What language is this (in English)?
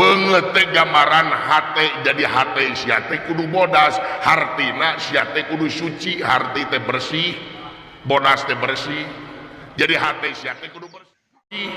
Sundanese